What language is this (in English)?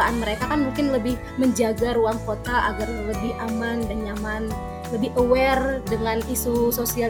Indonesian